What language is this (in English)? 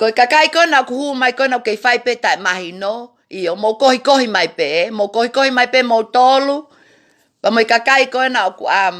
Tongan